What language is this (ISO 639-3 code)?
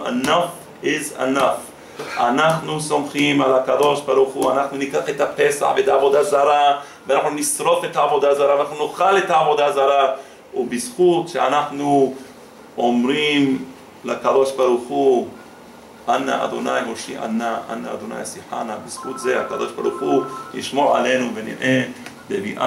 heb